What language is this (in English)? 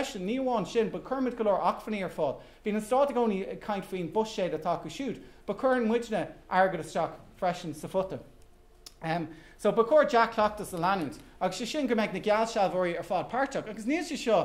Irish